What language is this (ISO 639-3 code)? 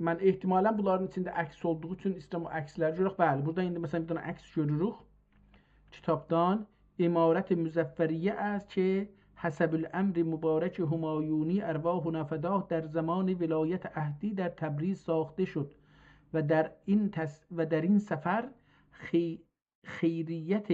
azb